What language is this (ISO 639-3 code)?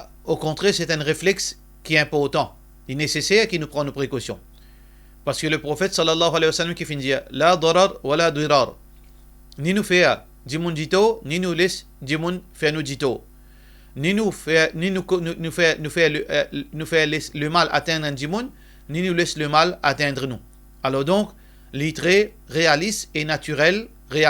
mfe